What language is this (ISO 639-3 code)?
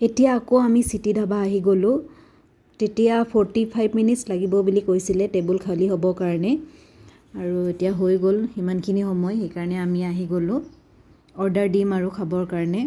asm